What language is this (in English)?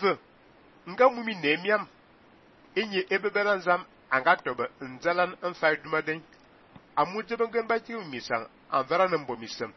Fang